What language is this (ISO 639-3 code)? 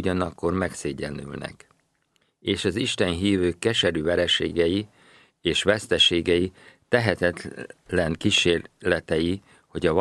hun